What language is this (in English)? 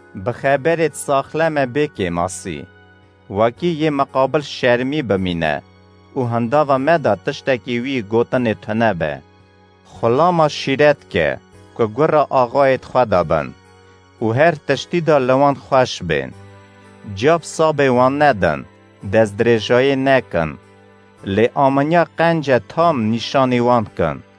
Kurdish